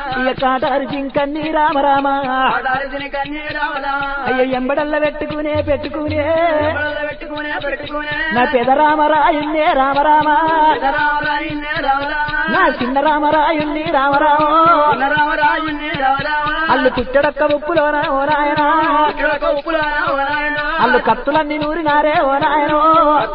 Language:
Telugu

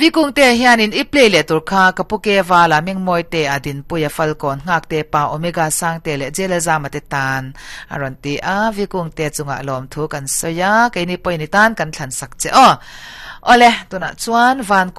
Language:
Mizo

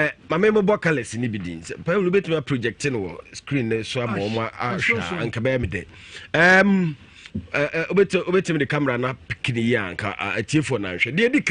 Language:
Akan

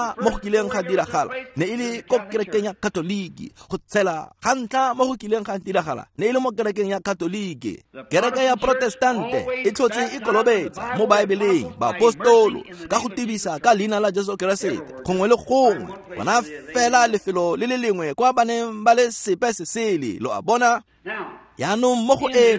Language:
Tswana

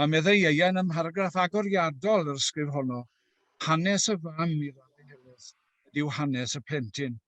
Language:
Welsh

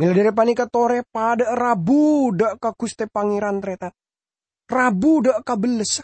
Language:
Madurese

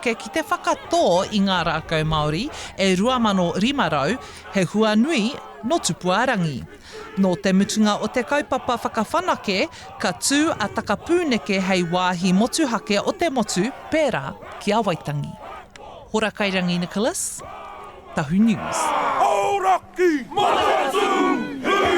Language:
Māori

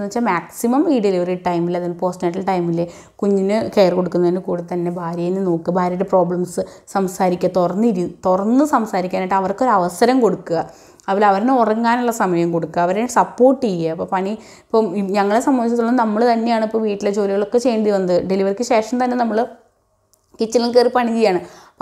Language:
Malayalam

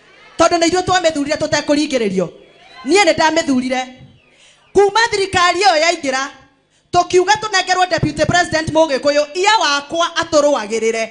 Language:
Kikuyu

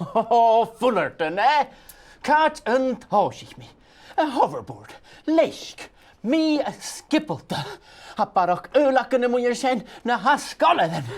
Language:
Scottish Gaelic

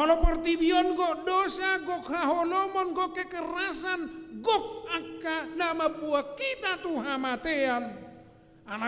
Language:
Batak Toba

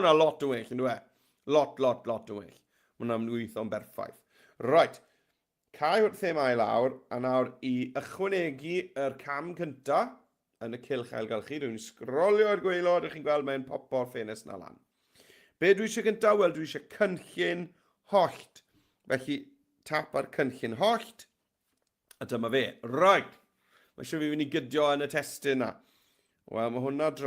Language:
Welsh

